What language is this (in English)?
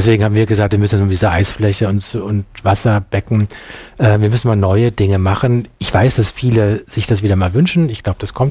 German